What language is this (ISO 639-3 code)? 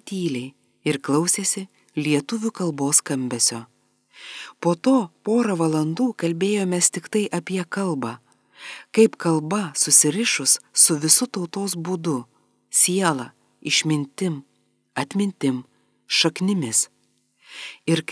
lit